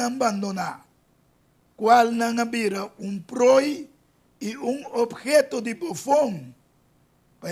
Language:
Papiamento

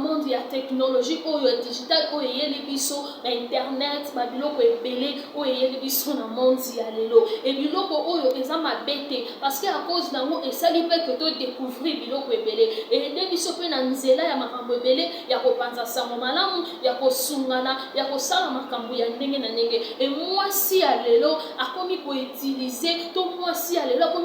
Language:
Lingala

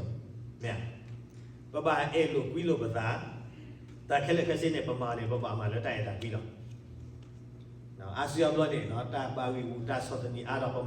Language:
S'gaw Karen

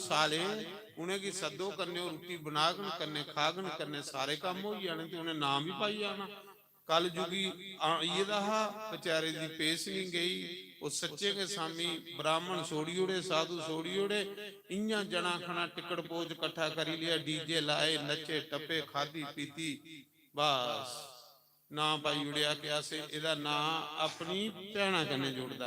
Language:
Dogri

